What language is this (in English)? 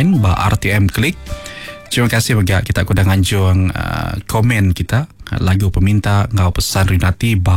Iban